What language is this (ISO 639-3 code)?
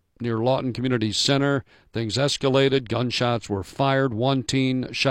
eng